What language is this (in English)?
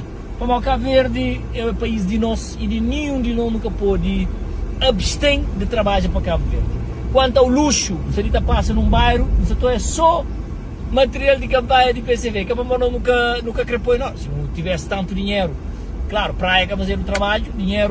Kabuverdianu